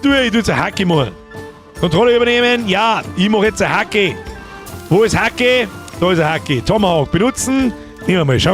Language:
Bavarian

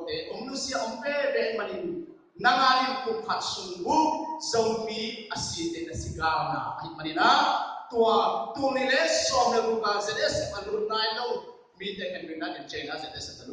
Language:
Tedim Chin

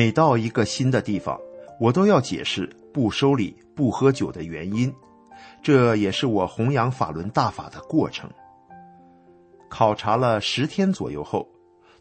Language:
Chinese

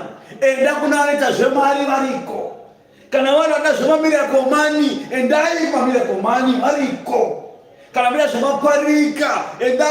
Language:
Shona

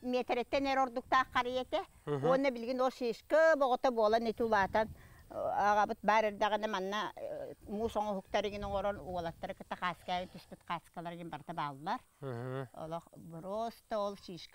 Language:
Yakut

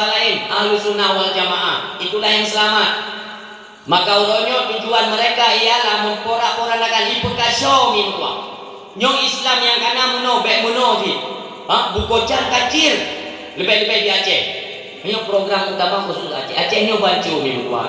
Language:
Achinese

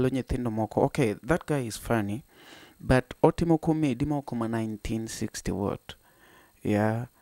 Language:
Luo (Kenya and Tanzania)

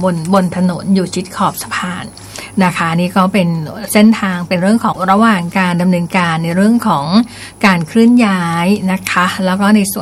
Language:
Thai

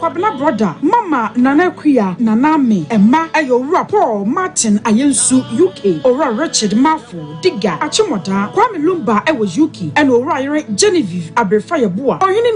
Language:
Akan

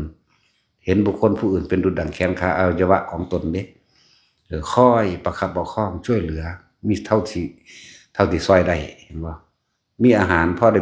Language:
Northeastern Thai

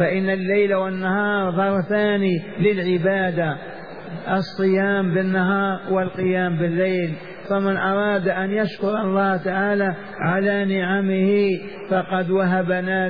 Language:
Arabic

